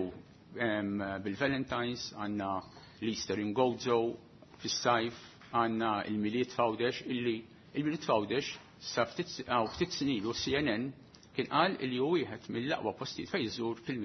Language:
Maltese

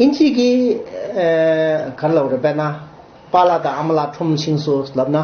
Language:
Tibetan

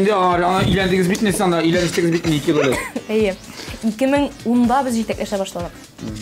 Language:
Tatar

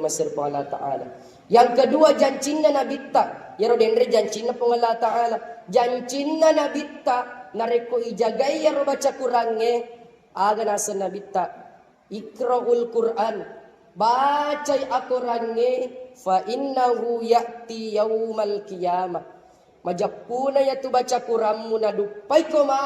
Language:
Buginese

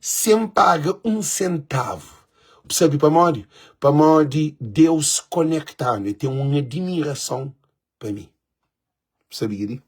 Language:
Kabuverdianu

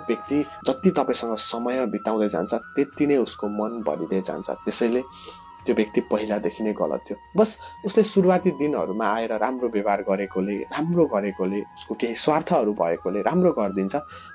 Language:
Nepali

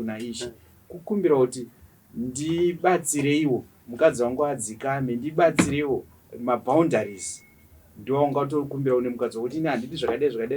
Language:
Shona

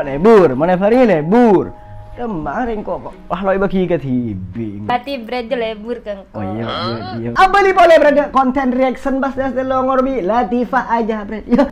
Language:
Madurese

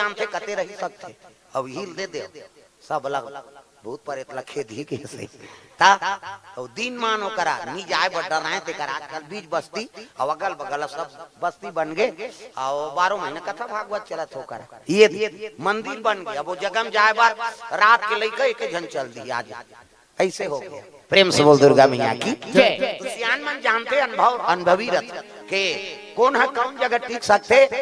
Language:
Chhattisgarhi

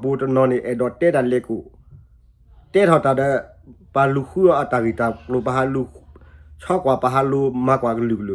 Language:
S'gaw Karen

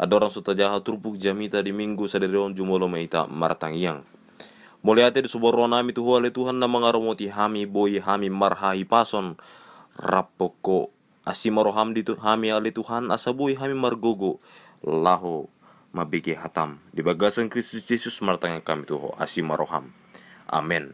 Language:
Batak Toba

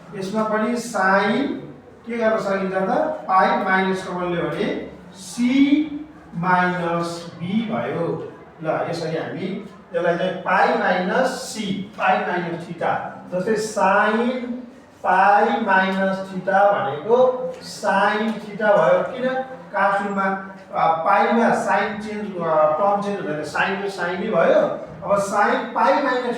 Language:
Nepali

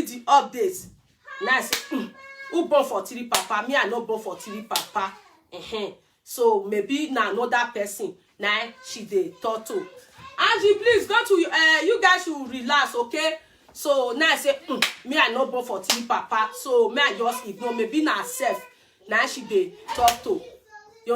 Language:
Nigerian Pidgin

